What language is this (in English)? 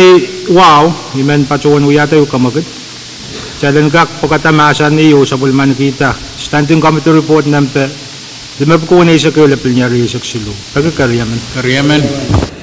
Pohnpeian